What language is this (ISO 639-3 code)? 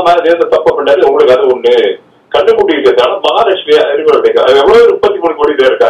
tam